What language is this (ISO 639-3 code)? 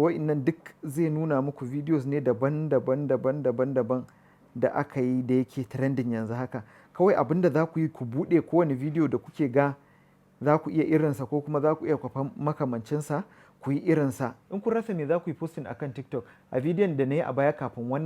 hau